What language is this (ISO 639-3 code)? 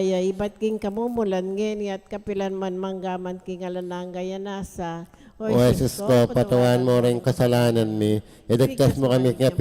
pam